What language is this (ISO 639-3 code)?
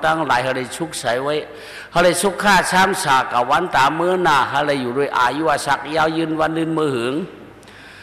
shn